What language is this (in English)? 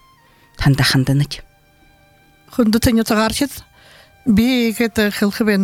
Buriat